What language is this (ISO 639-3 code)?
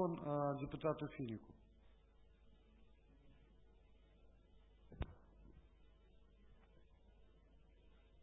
ukr